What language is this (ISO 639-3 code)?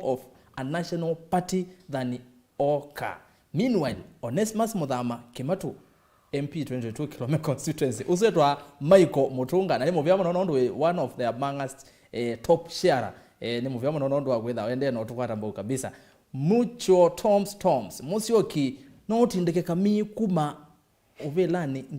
kam